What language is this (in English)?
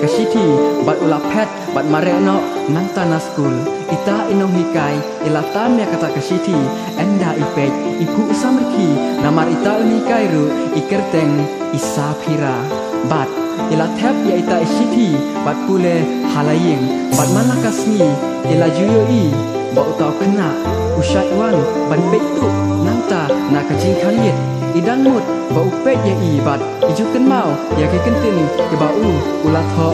Khasi